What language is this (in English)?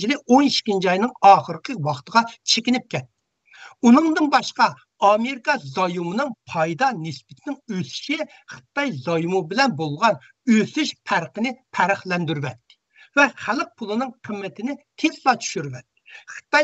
Uyghur